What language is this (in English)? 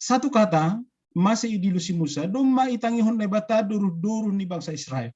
Batak Simalungun